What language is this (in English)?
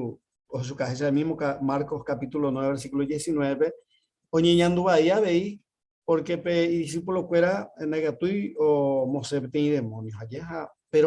Guarani